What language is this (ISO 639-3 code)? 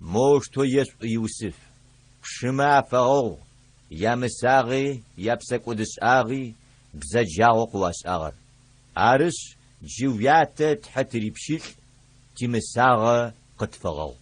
ady